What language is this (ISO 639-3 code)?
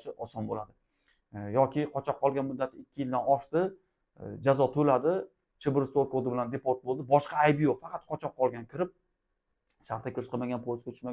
uzb